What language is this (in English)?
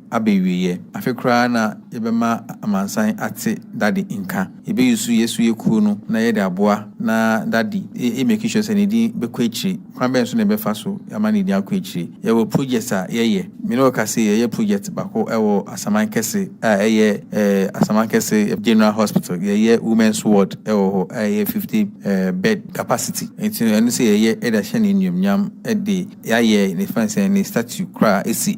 Akan